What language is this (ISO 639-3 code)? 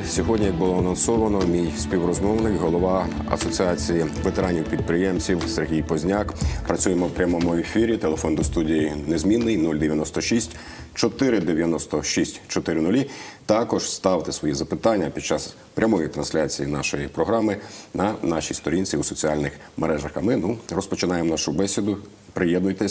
ukr